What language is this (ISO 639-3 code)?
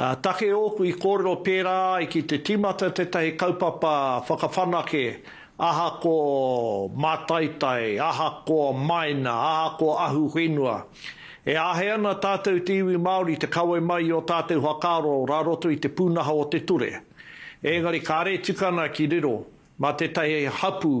mri